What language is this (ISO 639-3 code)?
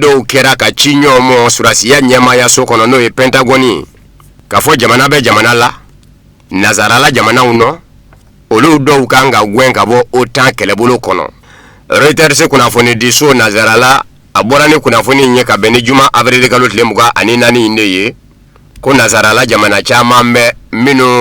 bam